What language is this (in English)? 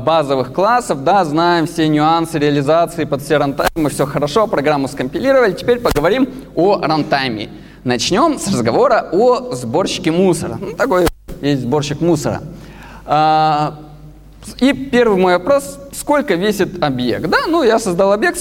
Russian